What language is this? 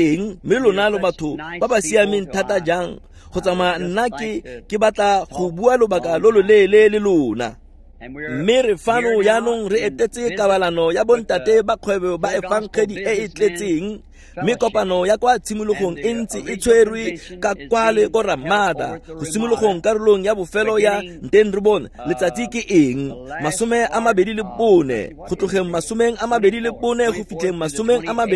Tswana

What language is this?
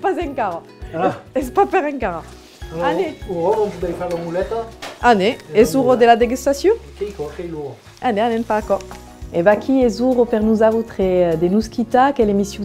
Occitan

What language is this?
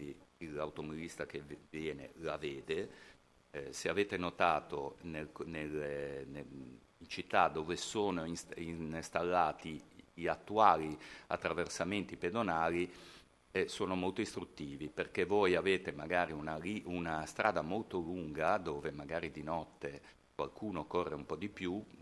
Italian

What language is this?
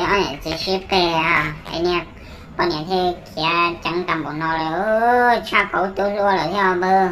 Hmong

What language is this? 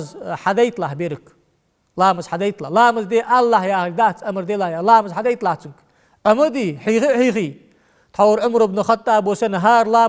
Ingush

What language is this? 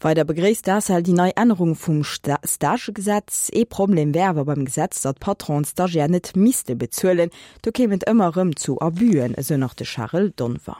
Luxembourgish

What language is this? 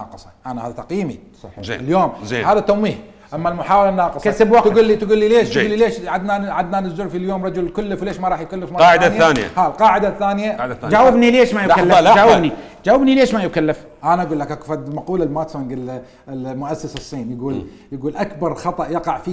Mesopotamian Arabic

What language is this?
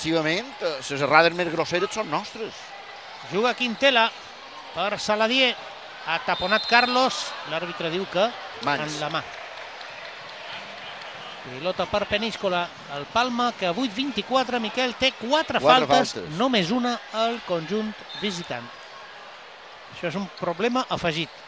Catalan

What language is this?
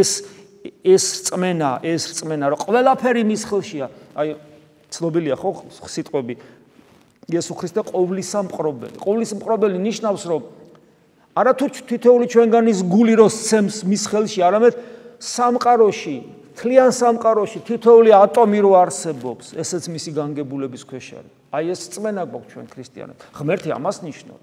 Georgian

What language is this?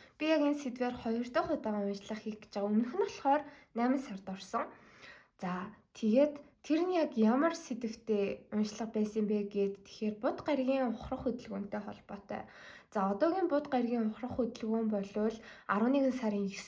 Mongolian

